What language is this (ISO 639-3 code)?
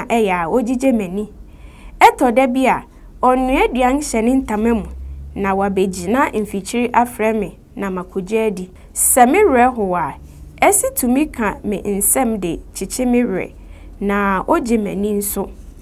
aka